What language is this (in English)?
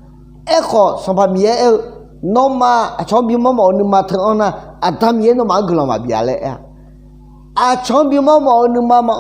Akha